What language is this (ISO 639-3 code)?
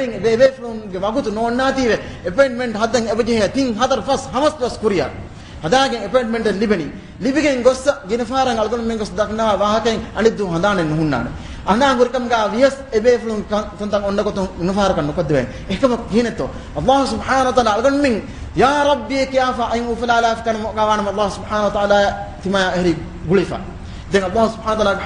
div